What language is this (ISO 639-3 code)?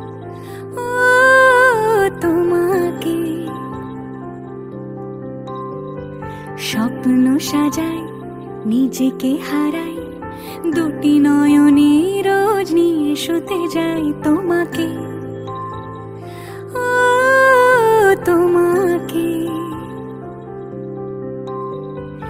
ben